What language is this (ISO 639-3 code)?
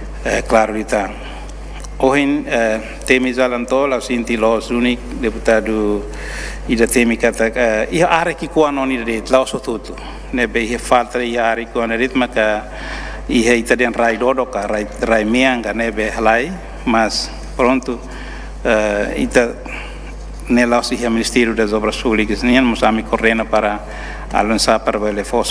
tet